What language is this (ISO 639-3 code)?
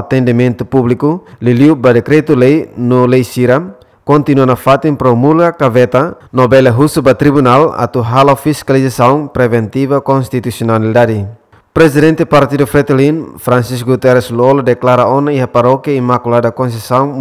tet